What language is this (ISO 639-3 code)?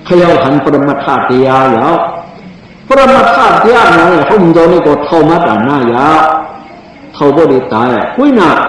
shn